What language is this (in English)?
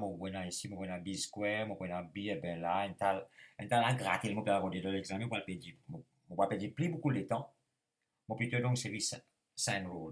Morisyen